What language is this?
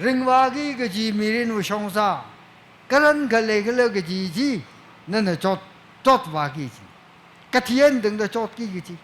Tangkhul Naga (India)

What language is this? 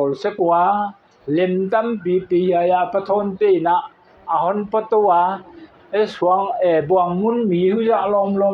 Paite Chin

